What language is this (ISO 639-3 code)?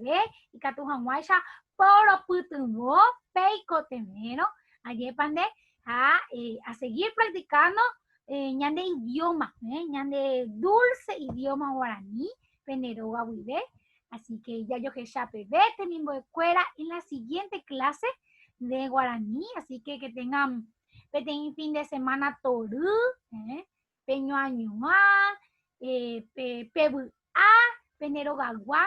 grn